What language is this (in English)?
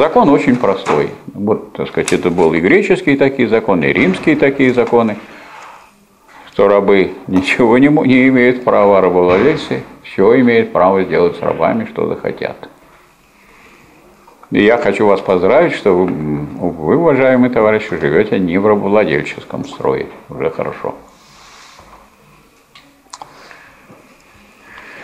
Russian